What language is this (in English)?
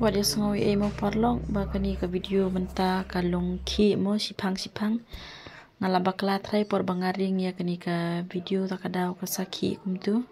Khasi